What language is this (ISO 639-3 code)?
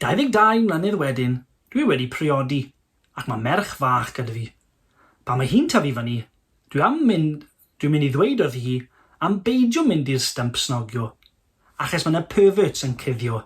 cym